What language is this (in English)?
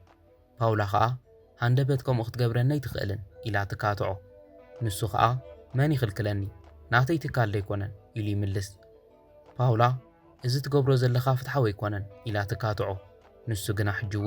Tigrinya